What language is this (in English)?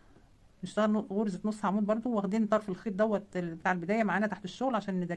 Egyptian Arabic